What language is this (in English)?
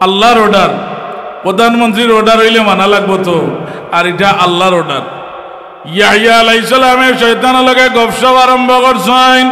Sylheti